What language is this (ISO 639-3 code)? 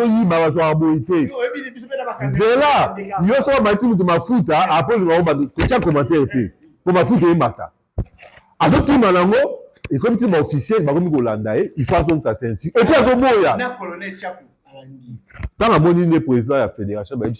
lin